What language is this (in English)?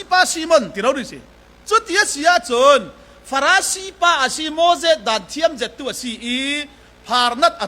Falam Chin